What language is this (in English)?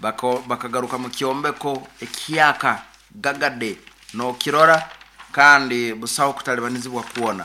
Nyoro